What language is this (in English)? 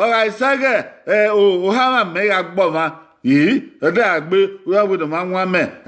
Bini